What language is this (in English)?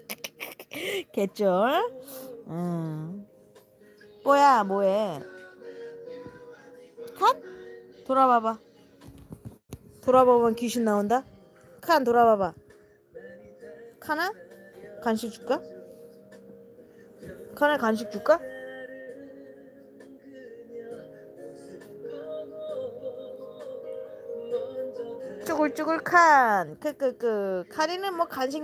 Korean